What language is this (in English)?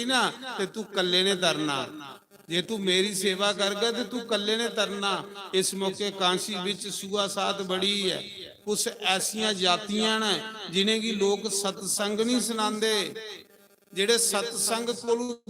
Dogri